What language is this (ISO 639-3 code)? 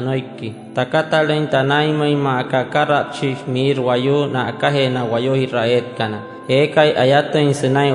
guc